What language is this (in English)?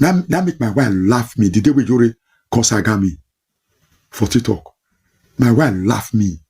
Nigerian Pidgin